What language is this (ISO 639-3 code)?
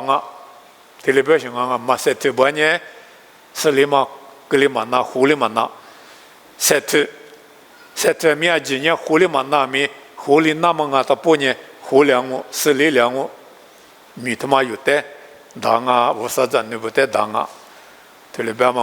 lis